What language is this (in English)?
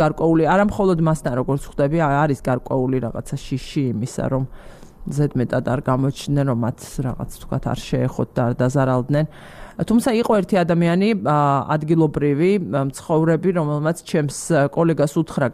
Georgian